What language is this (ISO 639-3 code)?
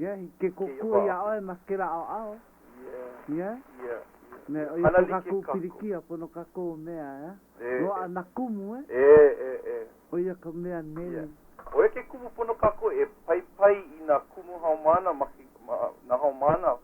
haw